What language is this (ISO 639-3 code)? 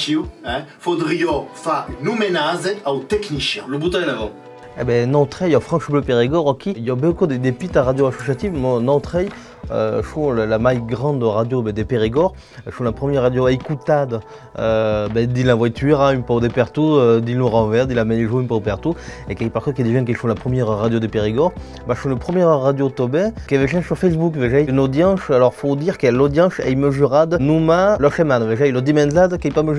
oci